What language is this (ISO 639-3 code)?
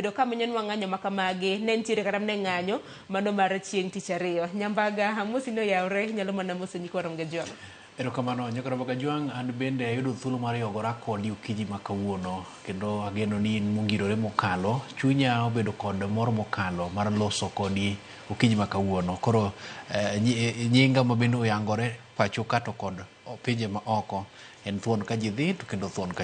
luo